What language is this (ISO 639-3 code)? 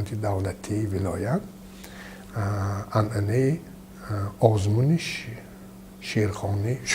tgk